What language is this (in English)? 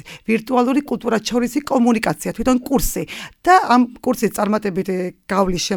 Georgian